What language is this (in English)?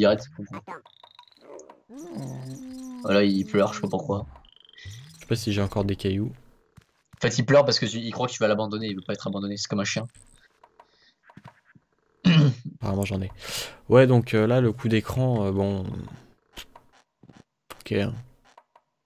French